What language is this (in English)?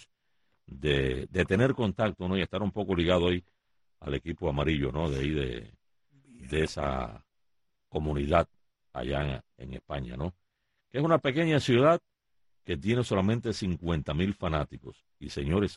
Spanish